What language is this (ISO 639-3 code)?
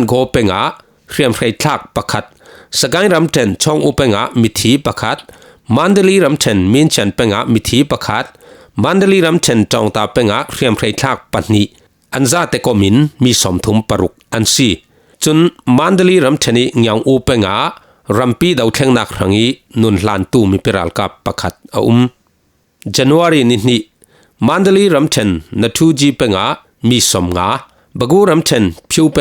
cfm